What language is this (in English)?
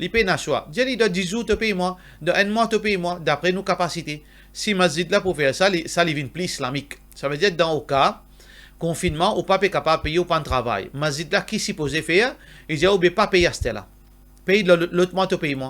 Morisyen